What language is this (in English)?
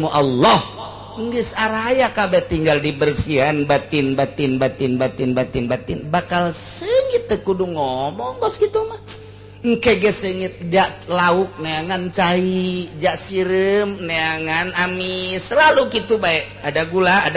Sundanese